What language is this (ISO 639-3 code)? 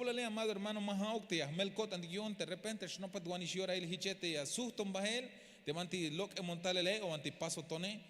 tzh